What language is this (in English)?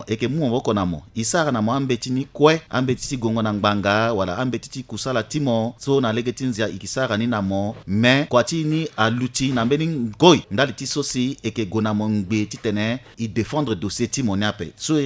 Sango